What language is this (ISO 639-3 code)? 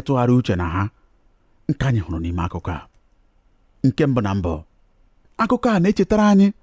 ibo